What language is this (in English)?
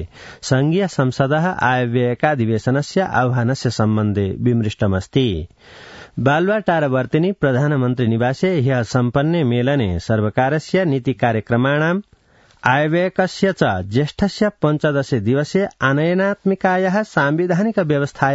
Sanskrit